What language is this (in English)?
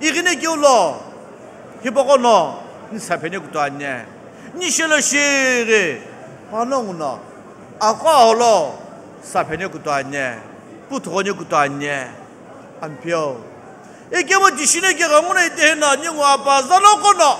Sumi Naga